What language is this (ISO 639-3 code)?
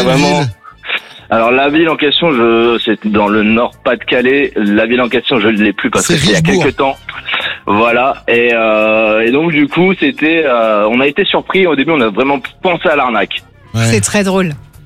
fra